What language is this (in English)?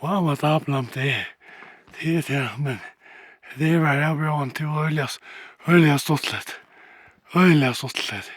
Faroese